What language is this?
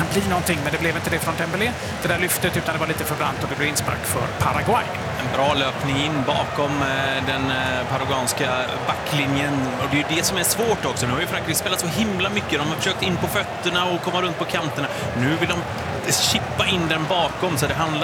Swedish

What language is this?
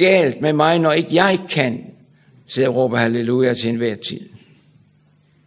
Danish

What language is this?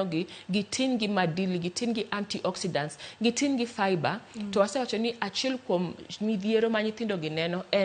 Luo (Kenya and Tanzania)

